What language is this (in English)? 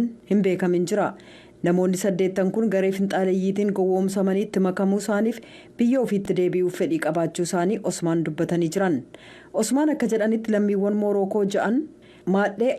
Oromo